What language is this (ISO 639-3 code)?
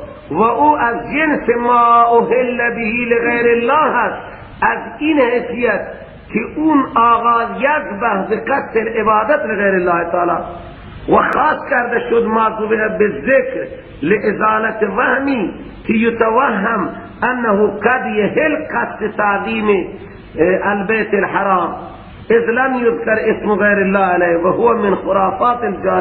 fas